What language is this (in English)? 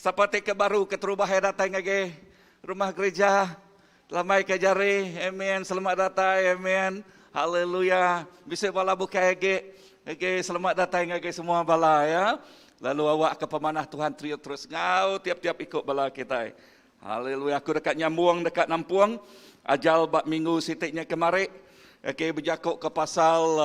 Iban